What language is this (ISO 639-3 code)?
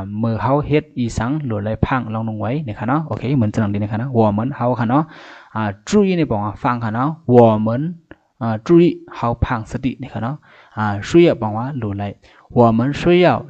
shn